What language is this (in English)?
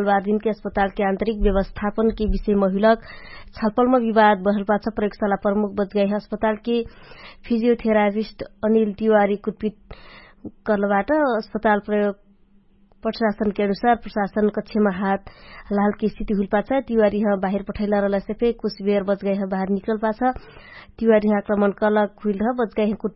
Dangaura Tharu